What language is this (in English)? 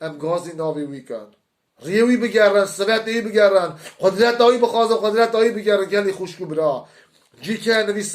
Kurdish